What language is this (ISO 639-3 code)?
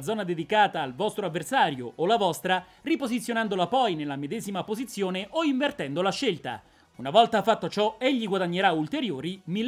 ita